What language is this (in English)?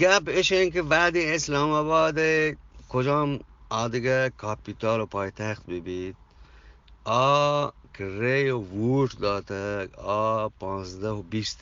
Eastern Balochi